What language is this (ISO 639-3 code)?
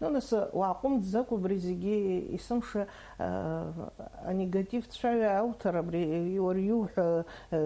abk